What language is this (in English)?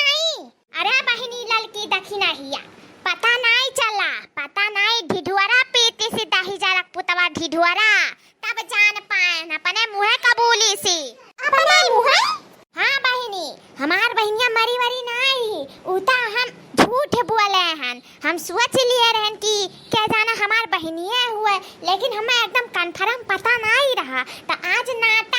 Awadhi